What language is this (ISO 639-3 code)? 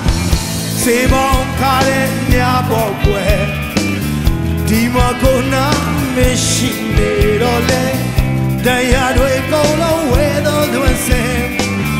mya